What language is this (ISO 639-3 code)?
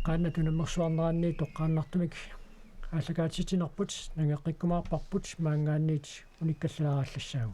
kal